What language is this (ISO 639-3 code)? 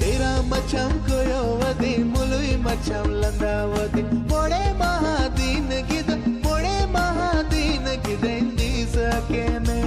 sat